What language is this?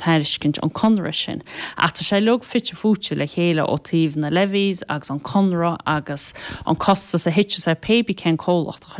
Irish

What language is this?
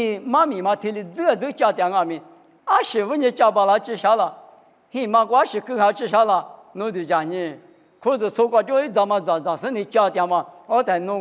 Lisu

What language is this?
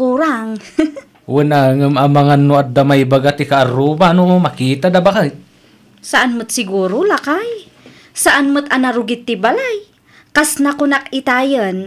Iloko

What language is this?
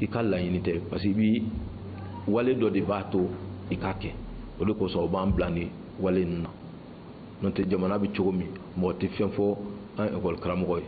Bambara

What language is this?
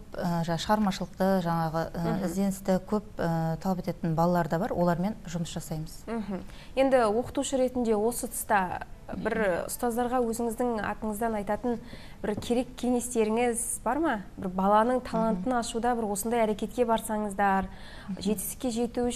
Kazakh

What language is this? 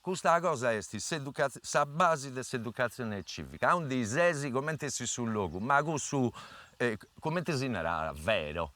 Sardinian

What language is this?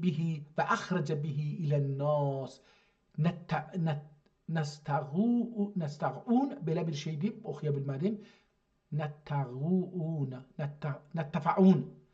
South Azerbaijani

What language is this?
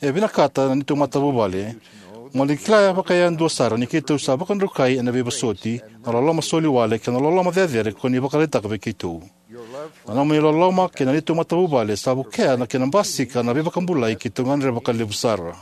Fijian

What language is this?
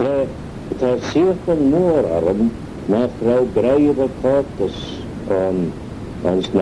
Manx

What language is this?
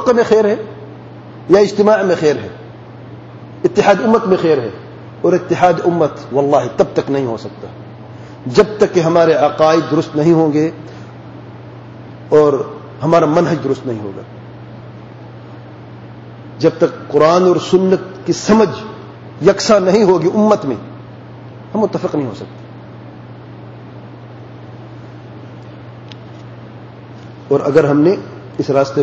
Urdu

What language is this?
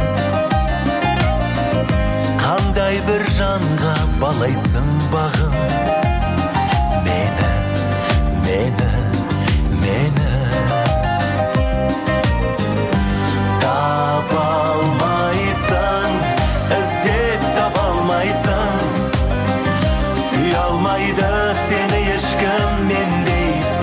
Kazakh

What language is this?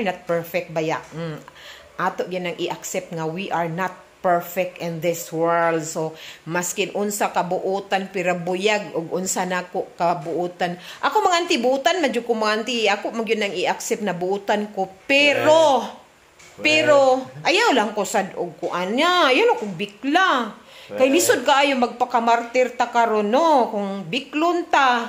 Cebuano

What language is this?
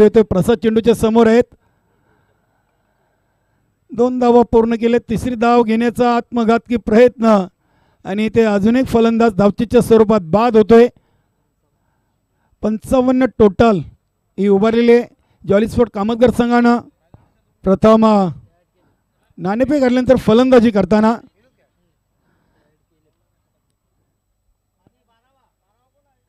Marathi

